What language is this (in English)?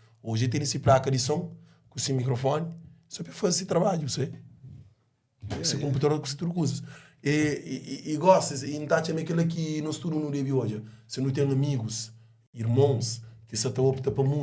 Kabuverdianu